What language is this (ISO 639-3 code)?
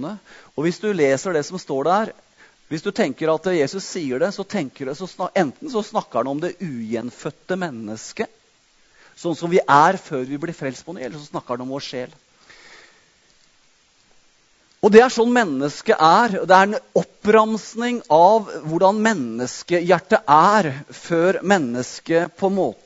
nor